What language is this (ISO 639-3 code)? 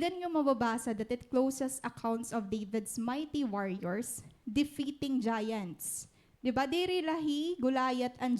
war